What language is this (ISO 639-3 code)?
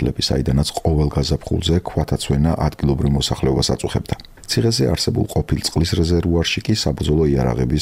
kat